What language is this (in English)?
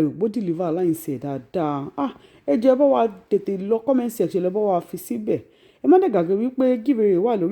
Yoruba